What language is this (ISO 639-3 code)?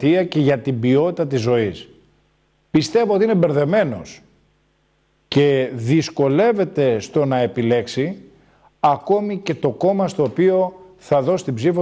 ell